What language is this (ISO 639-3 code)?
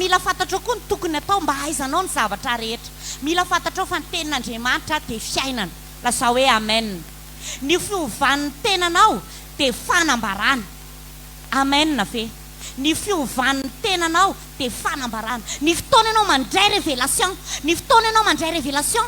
mlg